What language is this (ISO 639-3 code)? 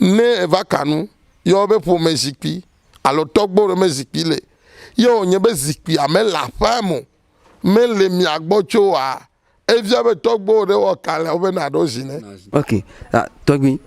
ewe